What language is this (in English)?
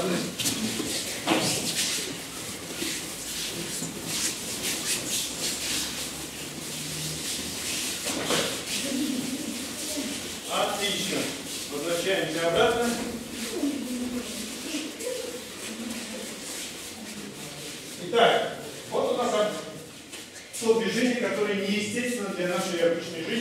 Russian